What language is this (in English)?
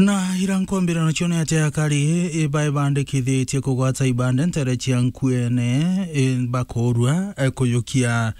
Meru